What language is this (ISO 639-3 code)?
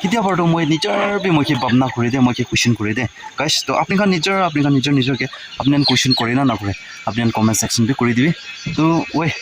nag